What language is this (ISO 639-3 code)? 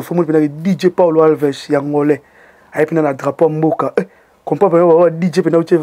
lin